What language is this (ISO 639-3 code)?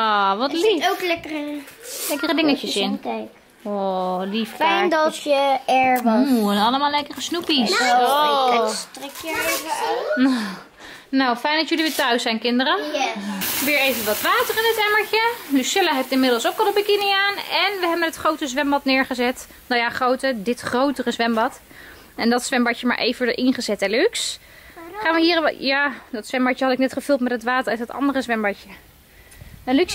nld